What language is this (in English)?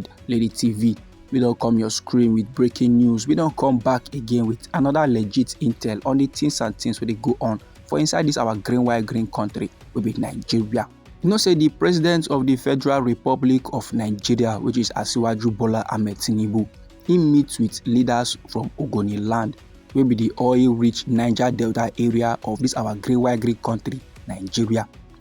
Nigerian Pidgin